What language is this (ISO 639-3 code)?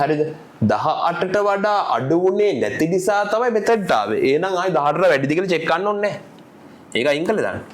sin